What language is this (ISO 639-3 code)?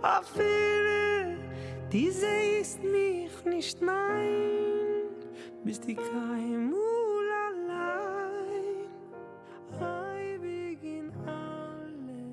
yid